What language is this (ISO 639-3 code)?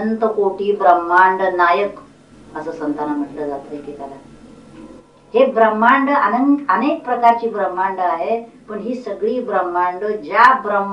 mar